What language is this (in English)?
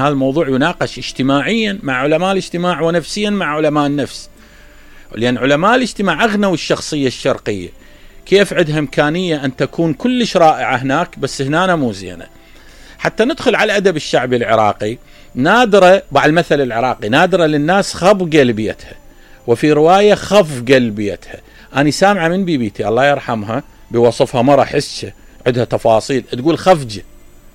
Mesopotamian Arabic